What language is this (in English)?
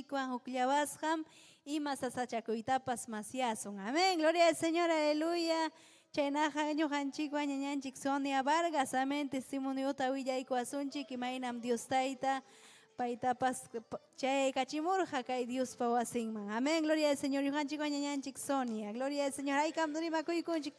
Ayacucho Quechua